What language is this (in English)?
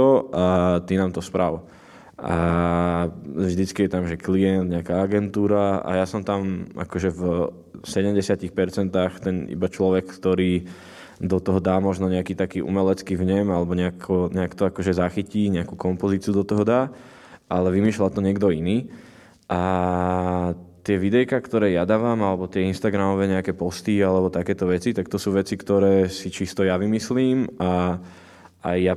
Slovak